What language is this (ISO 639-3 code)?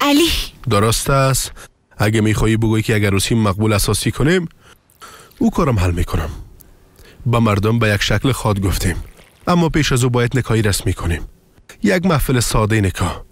fas